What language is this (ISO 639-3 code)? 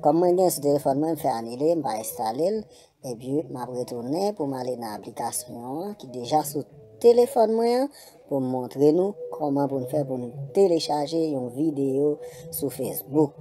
hat